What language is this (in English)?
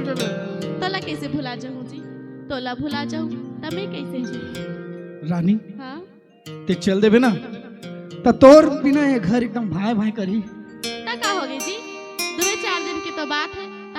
Chhattisgarhi